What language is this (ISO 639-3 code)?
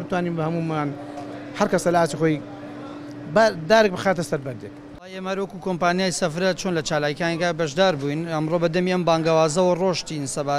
ckb